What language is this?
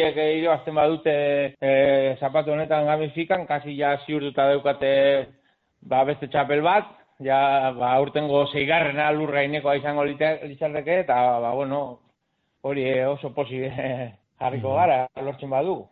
Basque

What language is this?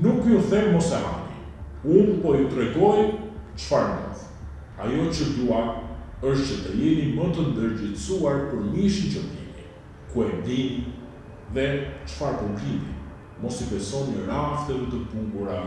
Albanian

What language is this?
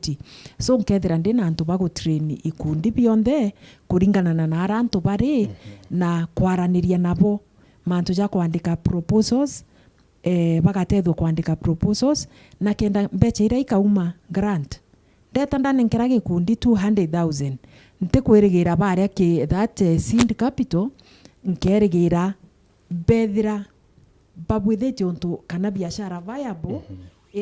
Meru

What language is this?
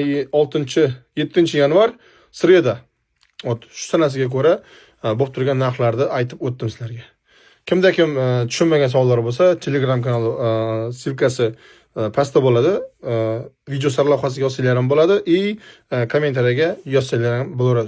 Uzbek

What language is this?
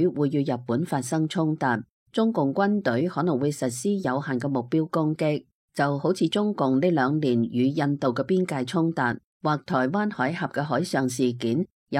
Cantonese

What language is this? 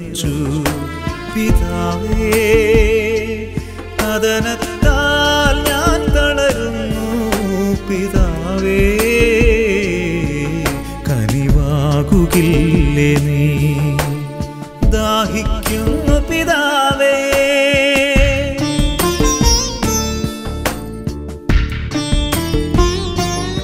Malayalam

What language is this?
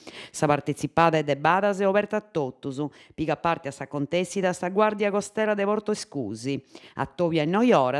Sardinian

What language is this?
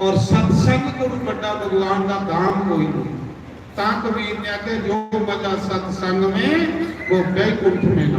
Dogri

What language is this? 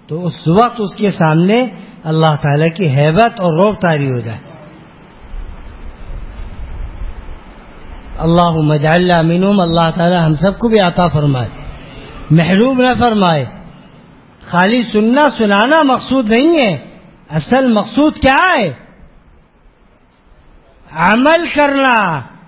Urdu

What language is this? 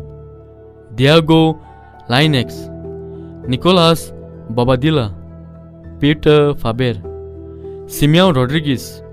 Konkani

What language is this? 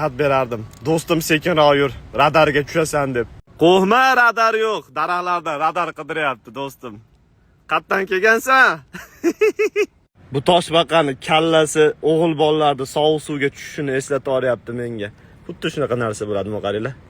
Uzbek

